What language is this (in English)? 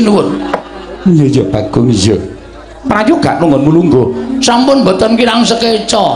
Javanese